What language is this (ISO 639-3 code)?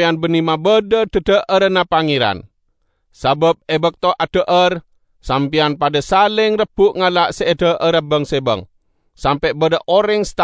mad